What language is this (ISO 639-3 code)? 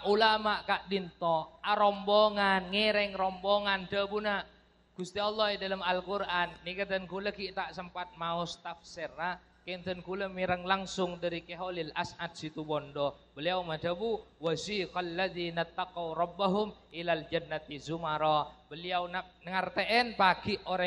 mad